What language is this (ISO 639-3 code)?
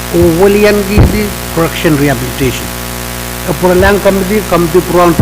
pon